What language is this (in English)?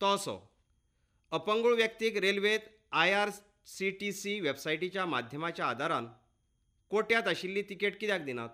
Konkani